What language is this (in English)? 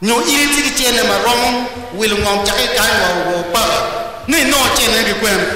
Acoli